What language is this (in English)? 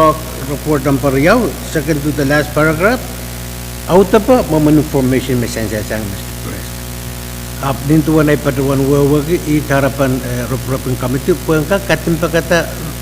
Pohnpeian